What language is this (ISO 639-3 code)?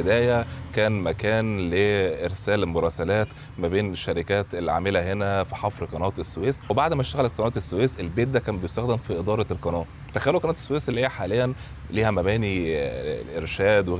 arz